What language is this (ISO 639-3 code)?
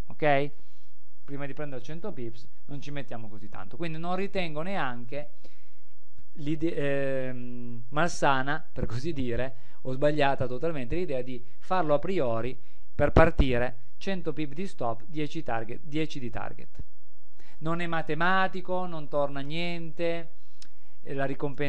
ita